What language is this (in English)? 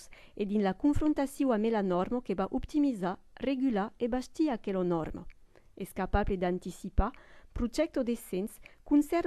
Occitan